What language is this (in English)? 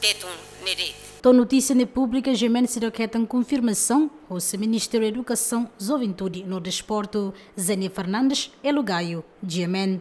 Tetum